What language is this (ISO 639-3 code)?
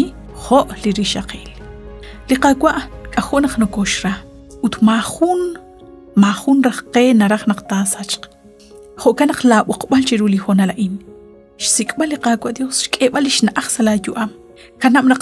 kek